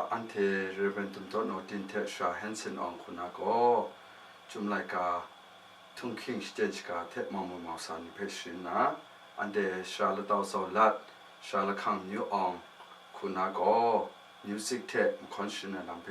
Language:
Kachin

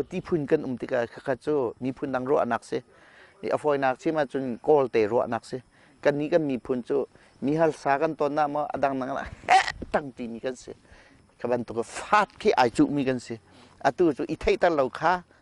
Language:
Hakha Chin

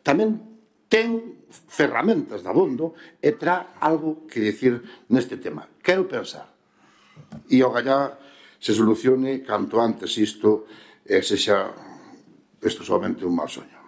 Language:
Galician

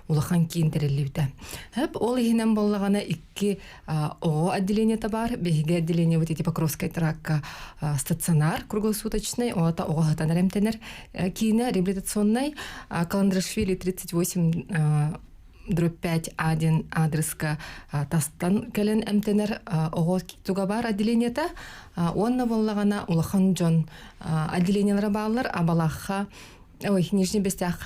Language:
Yakut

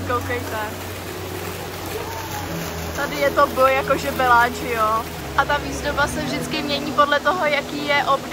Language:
Czech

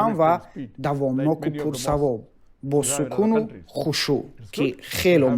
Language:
Tajik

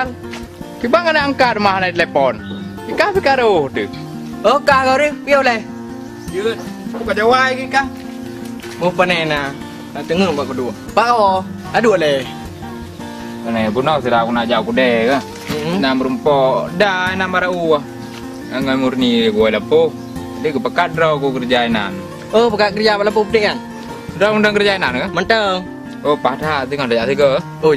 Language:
Achinese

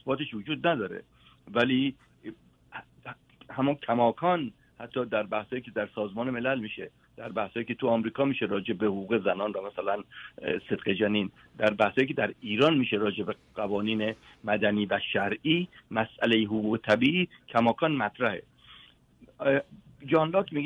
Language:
Persian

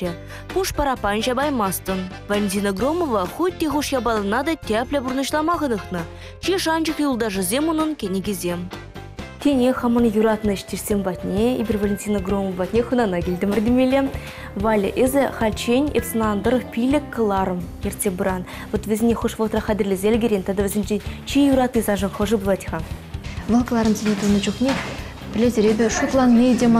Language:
Chuvash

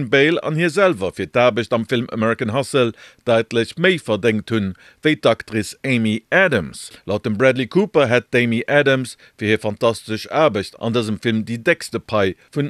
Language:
Luxembourgish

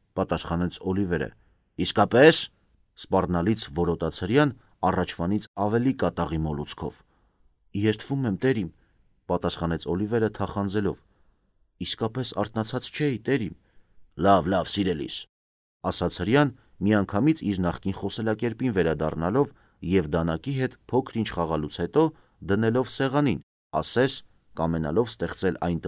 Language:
Armenian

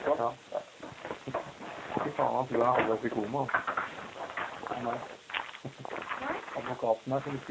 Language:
Norwegian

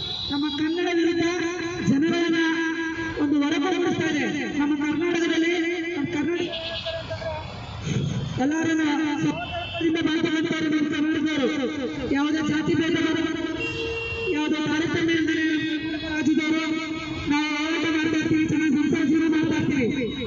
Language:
Kannada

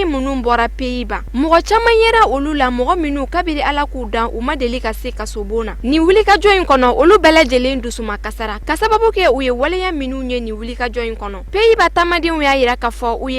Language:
Bambara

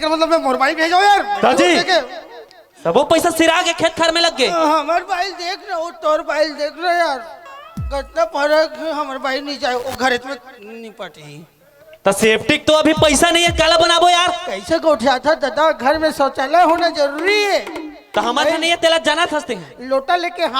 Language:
Chhattisgarhi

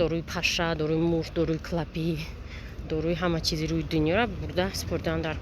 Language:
Tajik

